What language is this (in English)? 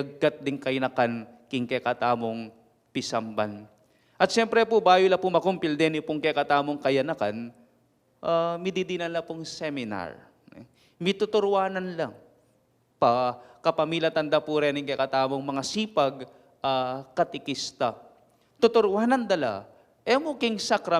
Pampanga